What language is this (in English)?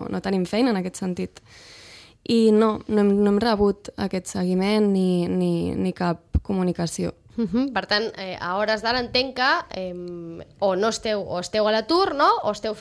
Catalan